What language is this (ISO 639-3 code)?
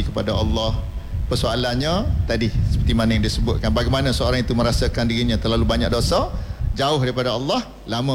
msa